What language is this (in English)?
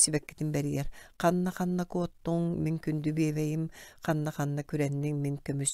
Yakut